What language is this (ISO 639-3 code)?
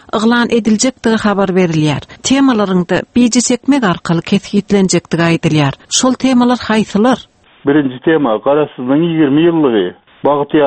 tuk